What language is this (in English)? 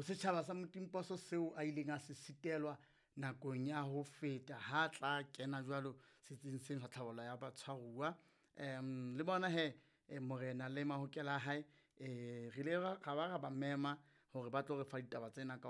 Southern Sotho